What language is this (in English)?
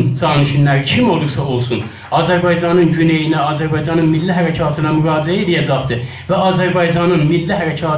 South Azerbaijani